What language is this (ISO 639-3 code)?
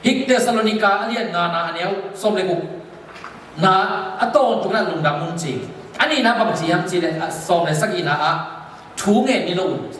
ctd